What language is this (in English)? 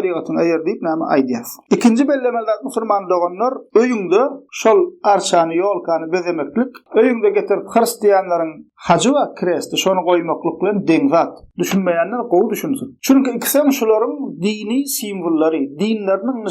Turkmen